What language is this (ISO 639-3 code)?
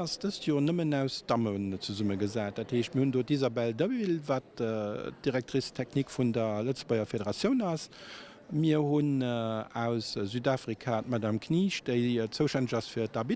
ltz